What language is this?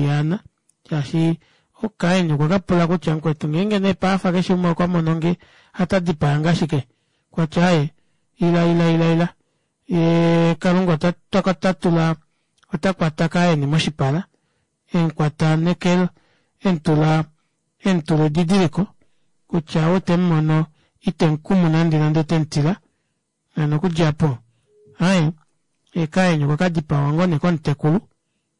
Kuanyama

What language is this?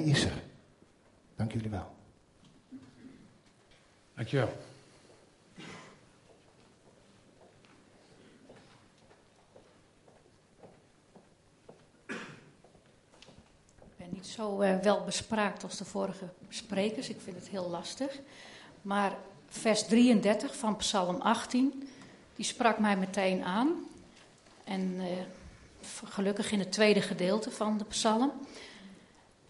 Dutch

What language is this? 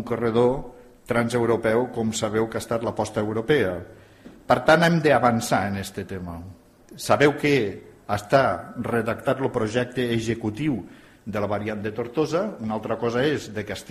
Catalan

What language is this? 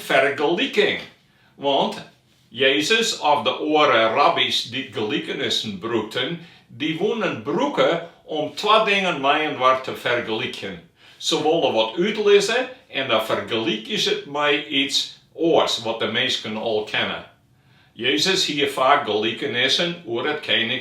Western Frisian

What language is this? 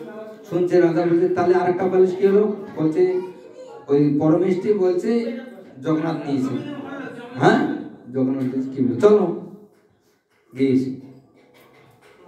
Bangla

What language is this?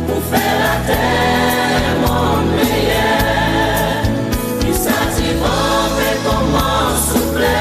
Seselwa Creole French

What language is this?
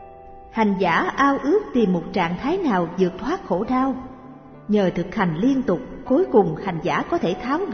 Vietnamese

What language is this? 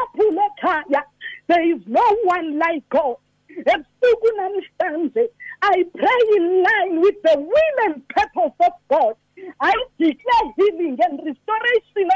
Xhosa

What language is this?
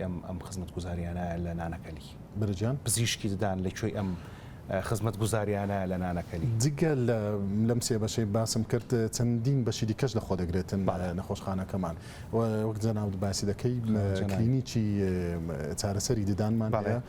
Central Kurdish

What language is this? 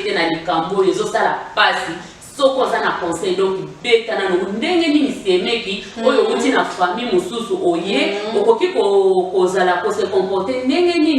Lingala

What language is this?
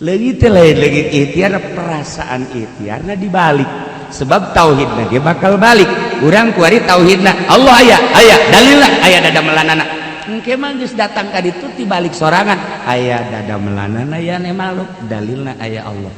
Sundanese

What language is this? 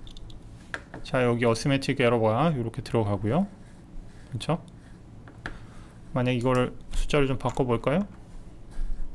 Korean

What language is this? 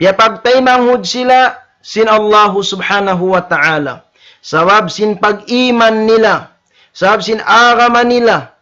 Tausug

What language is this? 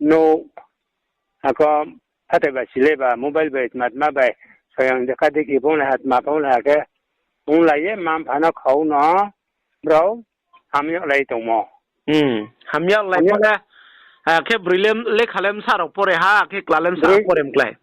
Riang (India)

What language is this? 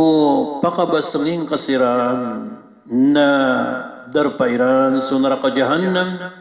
Maranao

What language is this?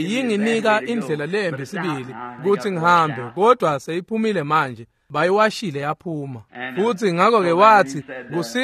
Swati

